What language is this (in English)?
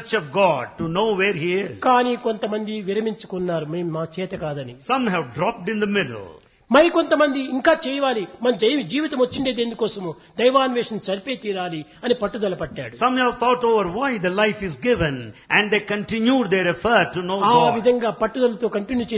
Telugu